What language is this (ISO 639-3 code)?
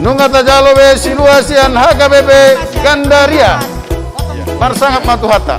bbc